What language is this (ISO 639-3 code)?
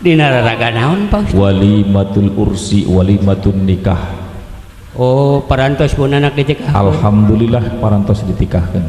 sun